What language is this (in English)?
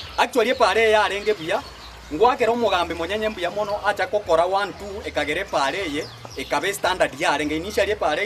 Gusii